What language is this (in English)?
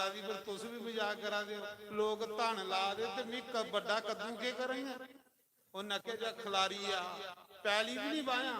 Dogri